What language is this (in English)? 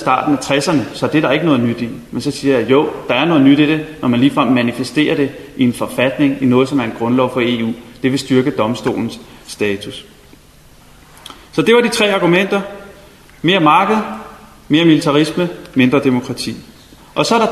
Danish